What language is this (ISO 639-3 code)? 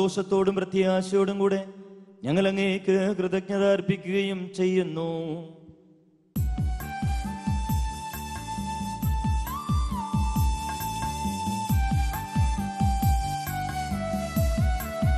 mal